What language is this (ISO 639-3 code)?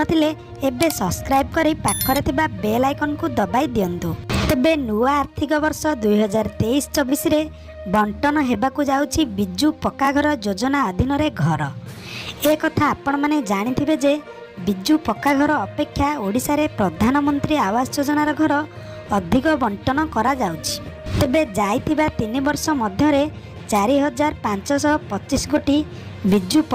ori